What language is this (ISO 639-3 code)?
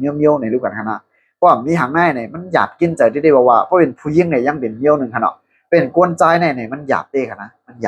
shn